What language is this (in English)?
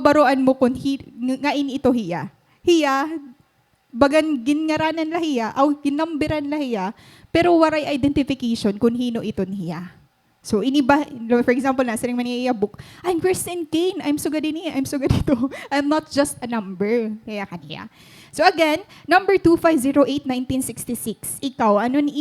Waray